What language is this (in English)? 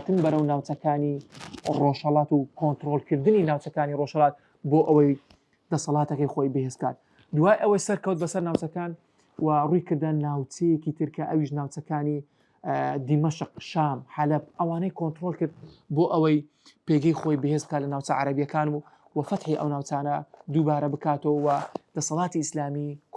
Central Kurdish